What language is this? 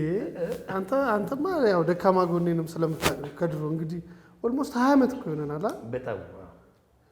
Amharic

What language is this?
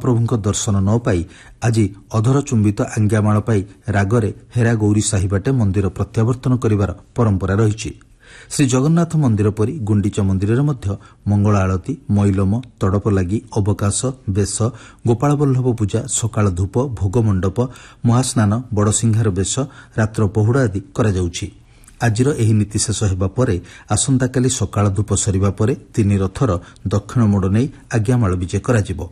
Odia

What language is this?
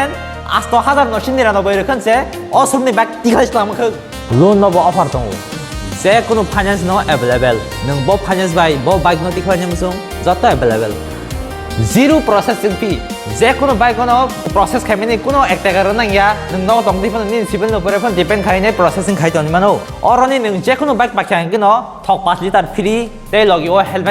Kok Borok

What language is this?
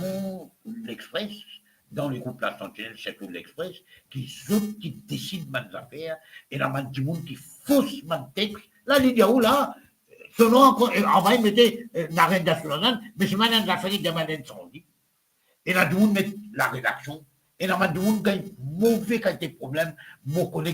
Morisyen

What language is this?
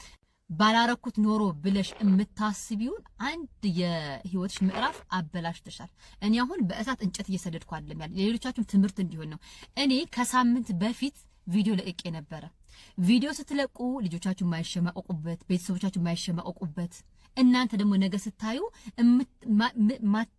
Amharic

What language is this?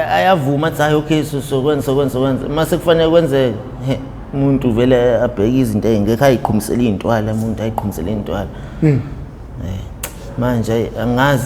Zulu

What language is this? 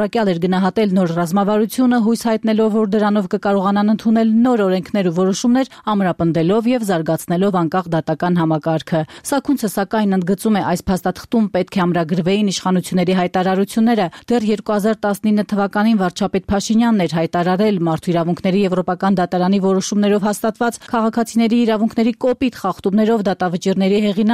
Armenian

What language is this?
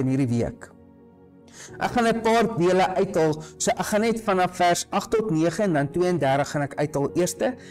Afrikaans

